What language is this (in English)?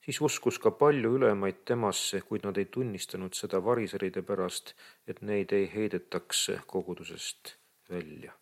Estonian